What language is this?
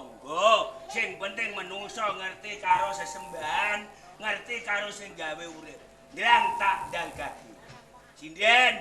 Javanese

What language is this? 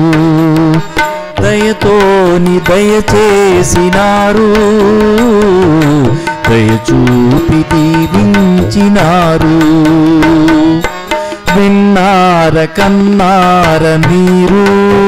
Telugu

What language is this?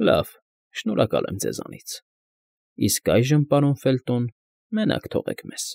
Armenian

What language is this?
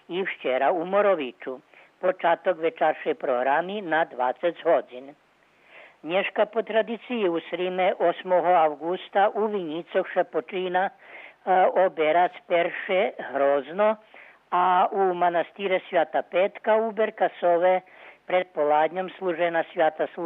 Rusyn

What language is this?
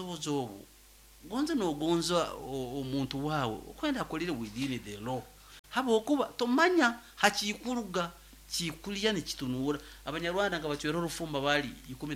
Nyoro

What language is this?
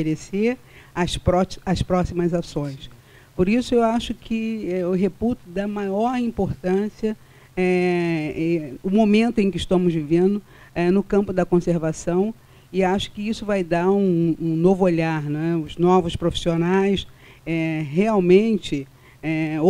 Portuguese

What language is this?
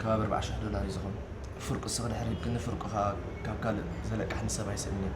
Tigrinya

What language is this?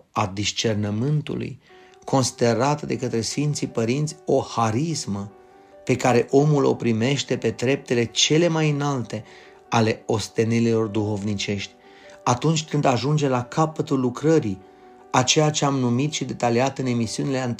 Romanian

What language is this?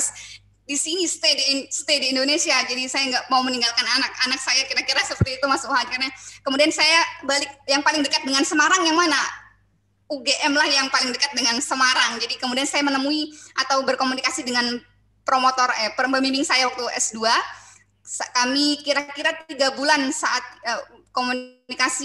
Indonesian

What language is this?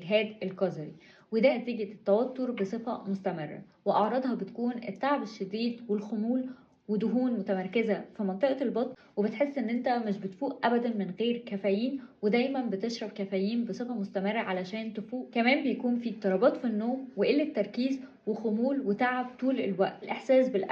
Egyptian Arabic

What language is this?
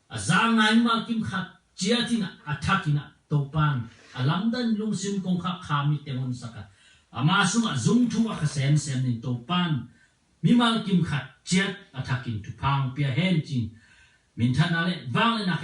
Tedim Chin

